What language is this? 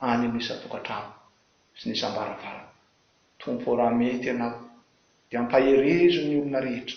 Malagasy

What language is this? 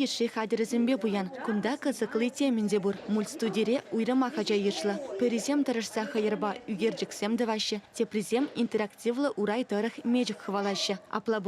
Chuvash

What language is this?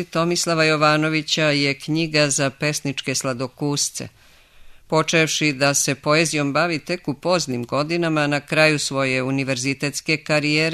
Serbian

